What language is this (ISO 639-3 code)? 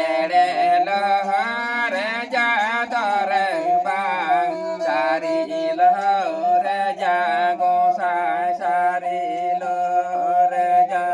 sat